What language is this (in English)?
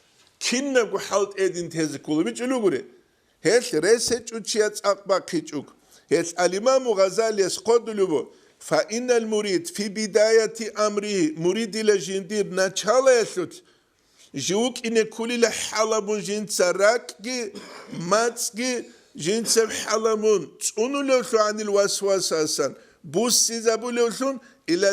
Avaric